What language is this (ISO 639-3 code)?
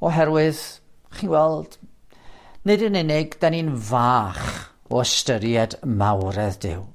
cym